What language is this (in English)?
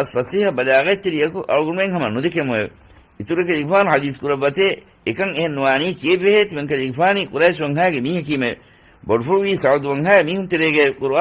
Divehi